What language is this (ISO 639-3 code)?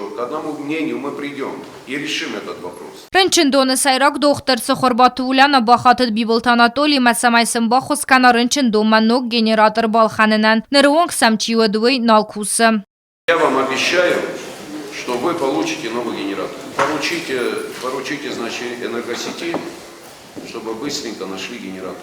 oss